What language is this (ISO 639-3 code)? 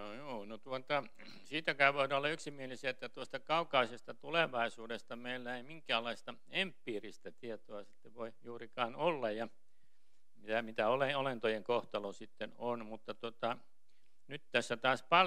fin